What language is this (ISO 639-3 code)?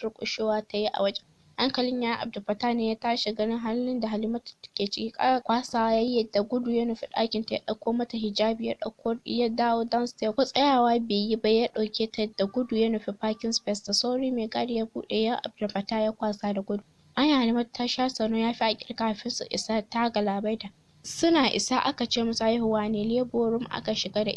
hau